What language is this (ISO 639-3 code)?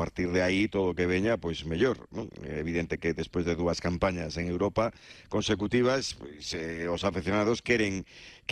glg